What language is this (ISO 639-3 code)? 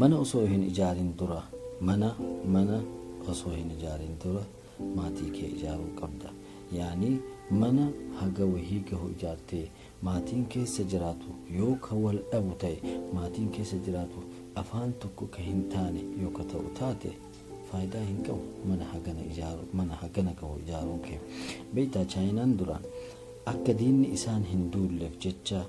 orm